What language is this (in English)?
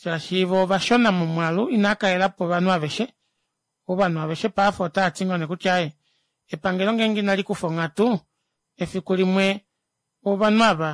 Kuanyama